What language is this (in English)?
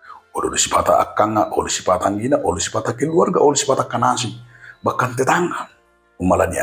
Batak Toba